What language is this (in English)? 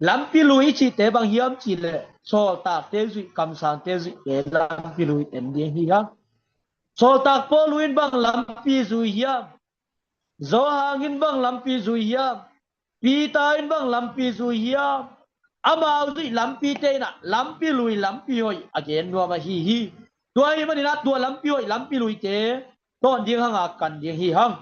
Tedim Chin